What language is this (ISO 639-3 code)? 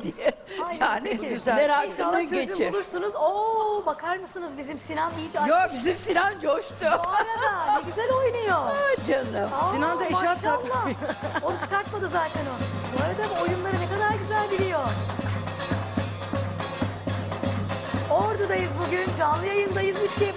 tur